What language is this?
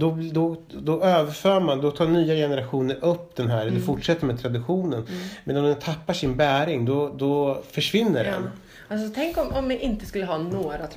Swedish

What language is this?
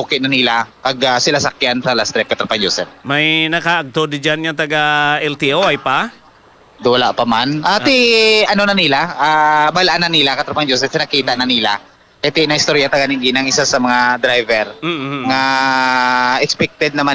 Hiligaynon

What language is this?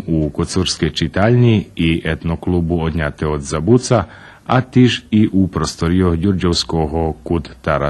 Rusyn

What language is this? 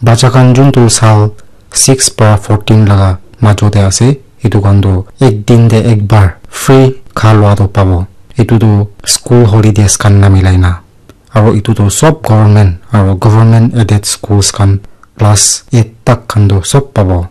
Naga Pidgin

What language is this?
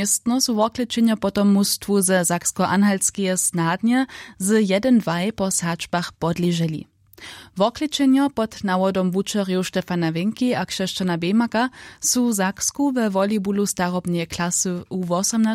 Upper Sorbian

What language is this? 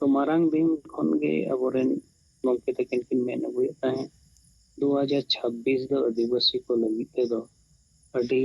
Santali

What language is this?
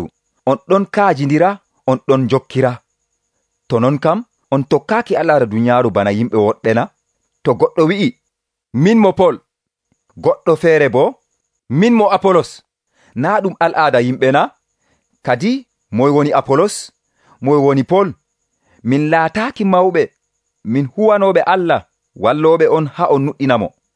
Nigerian Fulfulde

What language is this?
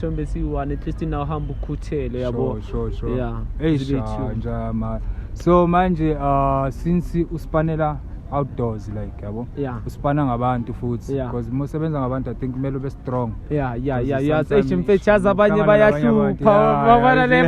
Zulu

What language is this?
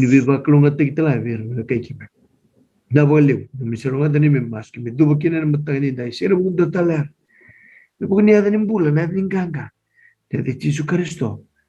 Fijian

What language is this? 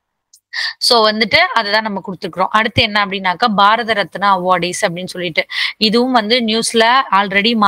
Tamil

